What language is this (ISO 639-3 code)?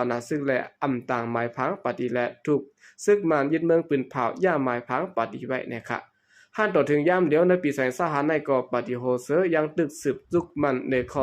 shn